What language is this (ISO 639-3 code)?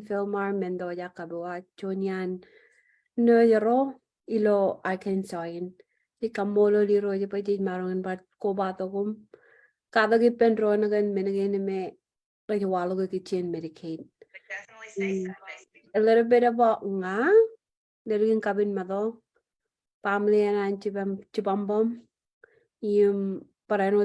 mah